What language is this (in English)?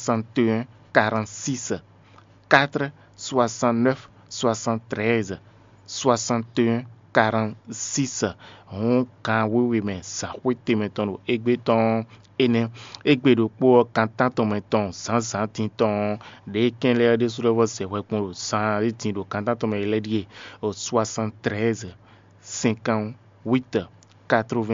Fon